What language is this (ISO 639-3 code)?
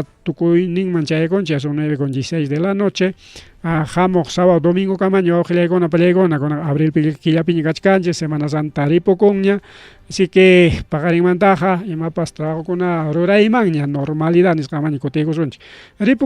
quy